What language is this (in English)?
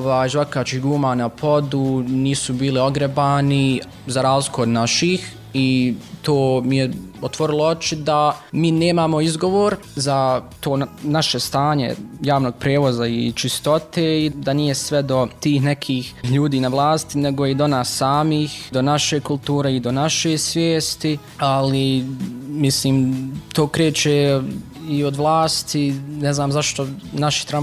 Bosnian